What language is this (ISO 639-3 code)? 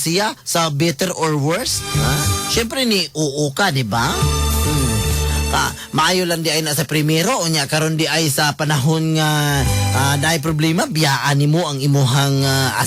ceb